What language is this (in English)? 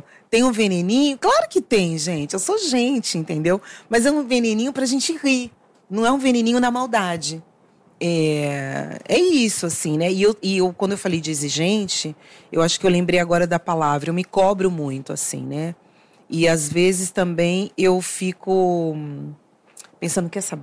Portuguese